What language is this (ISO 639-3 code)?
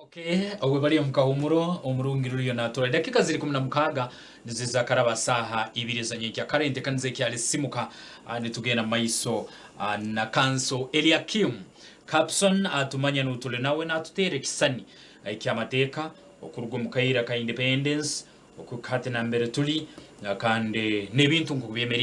nyn